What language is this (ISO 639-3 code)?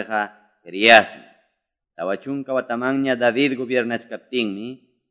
que